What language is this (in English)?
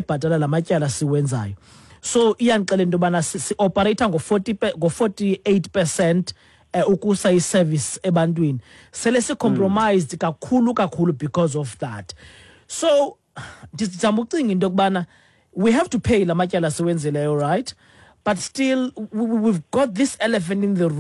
Xhosa